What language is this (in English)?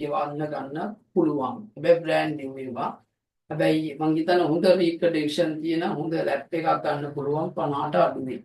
Sinhala